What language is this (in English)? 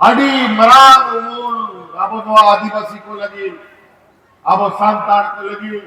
Santali